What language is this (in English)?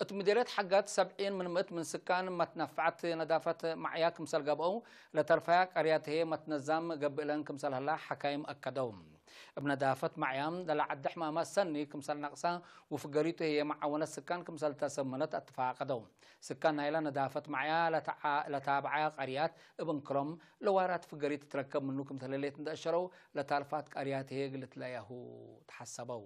Tigre